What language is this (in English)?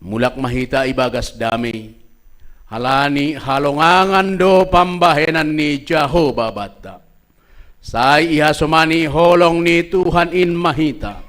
Batak Simalungun